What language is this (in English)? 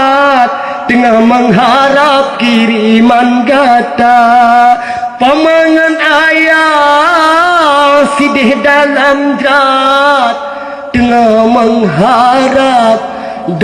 Achinese